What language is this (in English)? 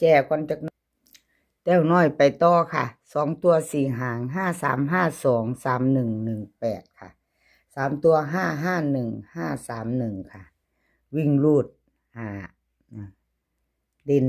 Northeastern Thai